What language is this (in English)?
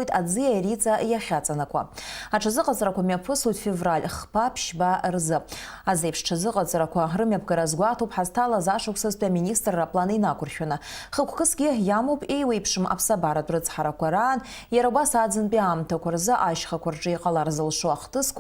Abkhazian